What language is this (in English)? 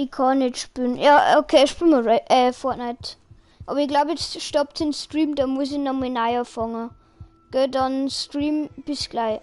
Bavarian